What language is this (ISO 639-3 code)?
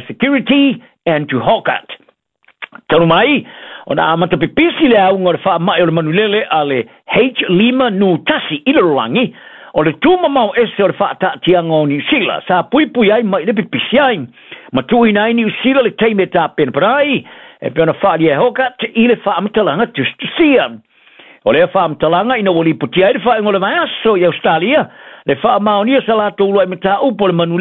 smo